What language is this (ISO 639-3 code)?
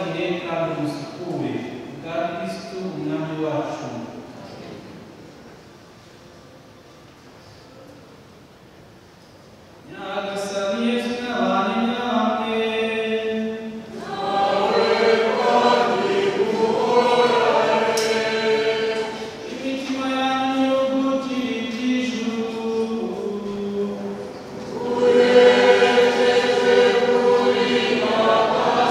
kin